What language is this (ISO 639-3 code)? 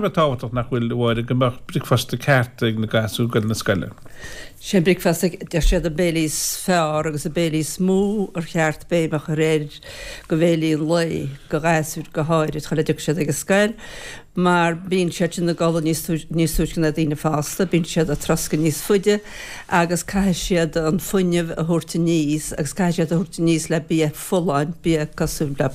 gle